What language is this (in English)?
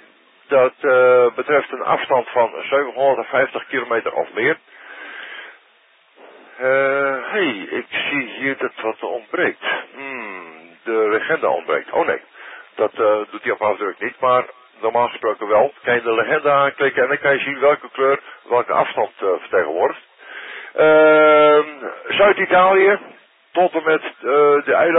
Dutch